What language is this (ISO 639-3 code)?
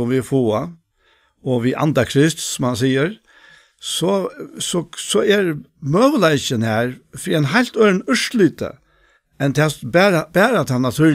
fao